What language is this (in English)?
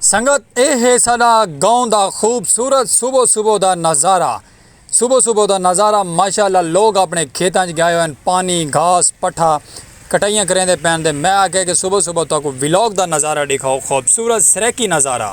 Saraiki